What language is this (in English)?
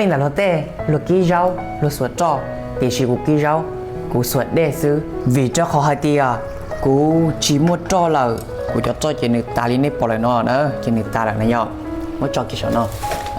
Hmong